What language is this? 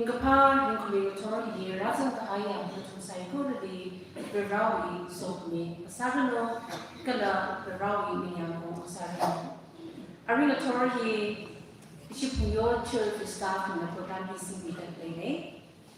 Tangkhul Naga (India)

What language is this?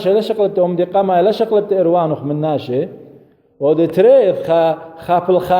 Assyrian Neo-Aramaic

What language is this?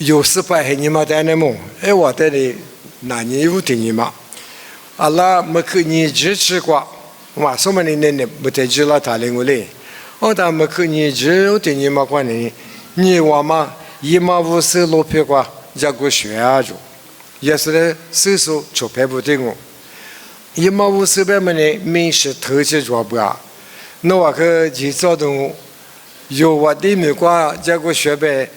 Lisu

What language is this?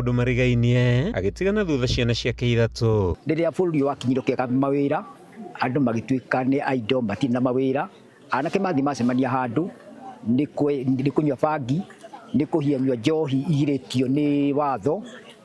Kikuyu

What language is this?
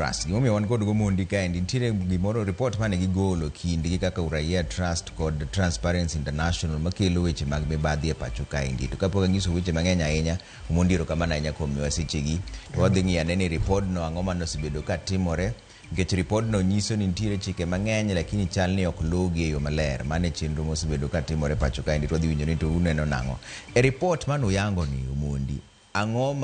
Luo (Kenya and Tanzania)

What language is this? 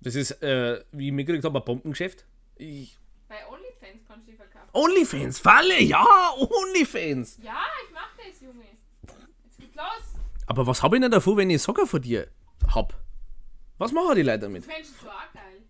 Bavarian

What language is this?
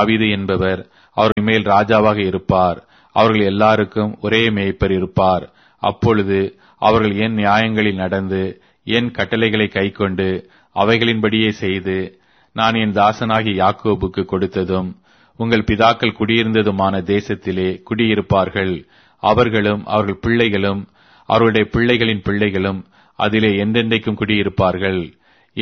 Tamil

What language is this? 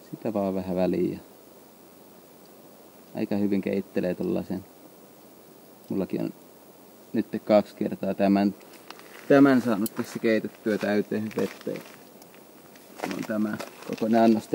Finnish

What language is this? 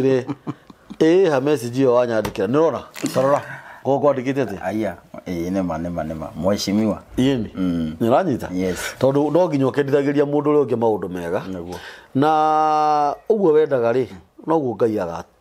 Kikuyu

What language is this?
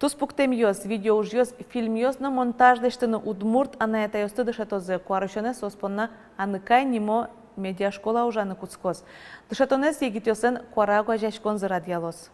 Udmurt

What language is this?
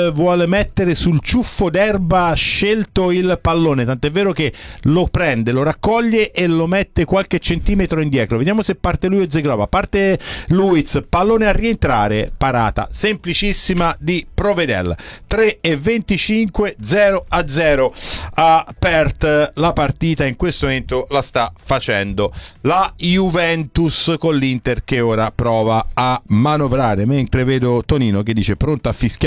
Italian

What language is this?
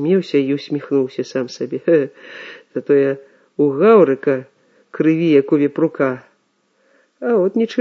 Belarusian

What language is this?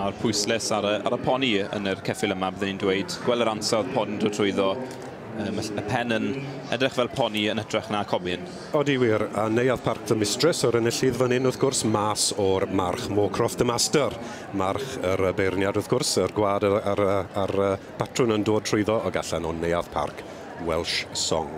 Welsh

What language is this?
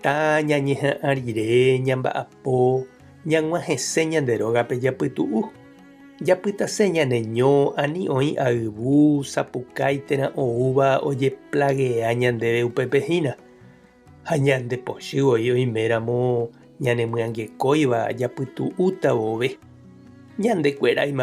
Guarani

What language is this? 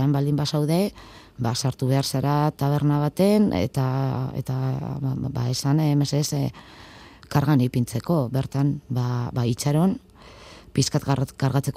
Basque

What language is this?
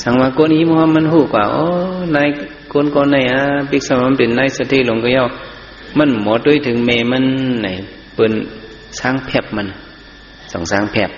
Shan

